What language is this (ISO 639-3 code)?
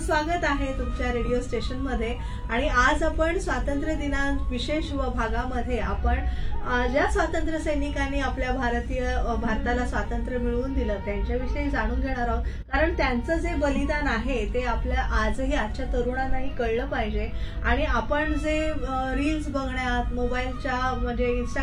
mar